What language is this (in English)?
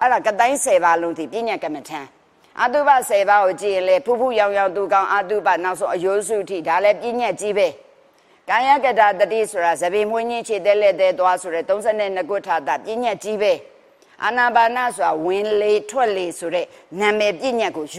Burmese